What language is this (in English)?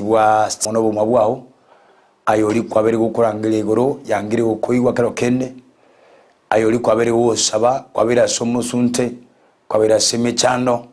Gusii